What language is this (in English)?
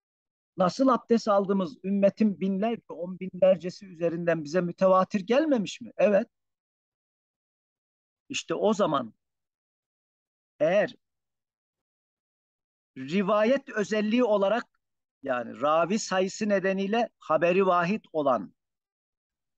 Turkish